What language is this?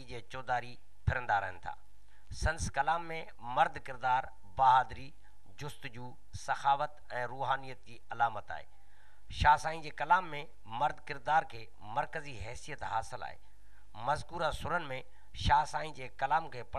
Sindhi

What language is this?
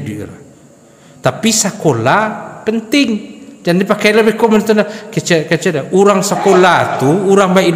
Minangkabau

